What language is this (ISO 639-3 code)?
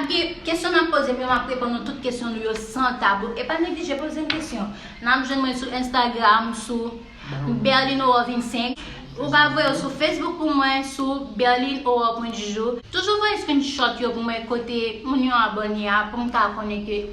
hat